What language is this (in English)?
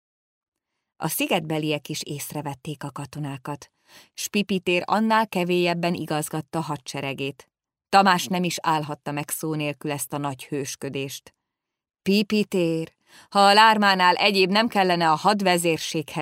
Hungarian